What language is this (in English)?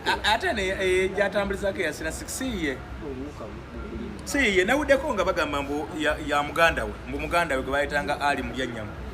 Ganda